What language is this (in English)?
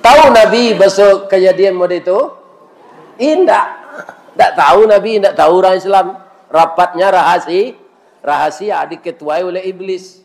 Minangkabau